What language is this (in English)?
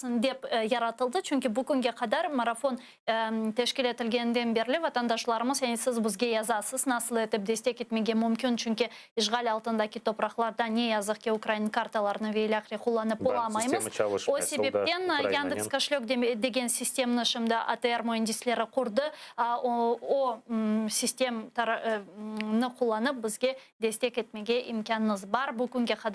Crimean Tatar